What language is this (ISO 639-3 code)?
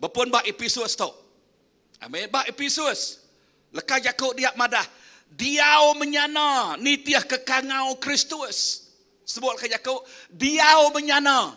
iba